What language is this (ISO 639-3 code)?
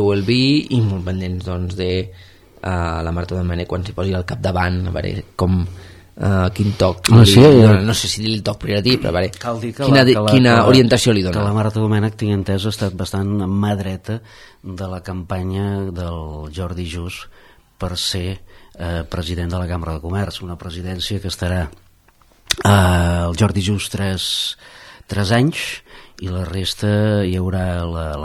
cat